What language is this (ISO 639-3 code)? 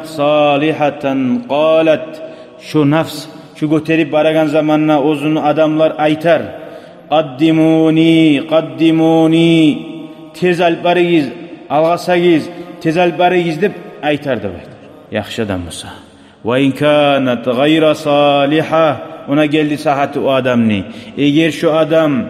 kum